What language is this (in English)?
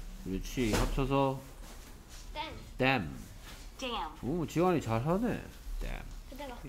Korean